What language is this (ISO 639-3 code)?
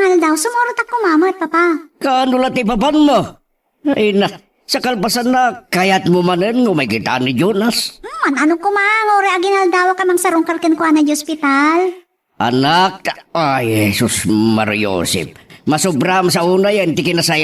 ilo